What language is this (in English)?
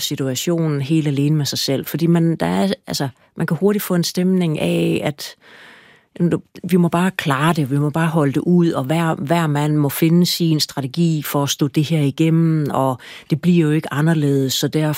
Danish